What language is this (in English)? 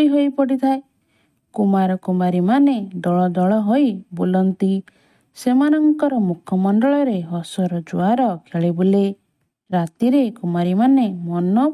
Odia